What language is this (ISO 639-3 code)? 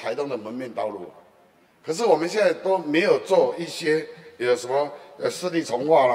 zho